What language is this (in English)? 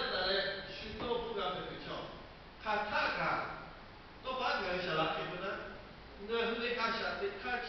Lahu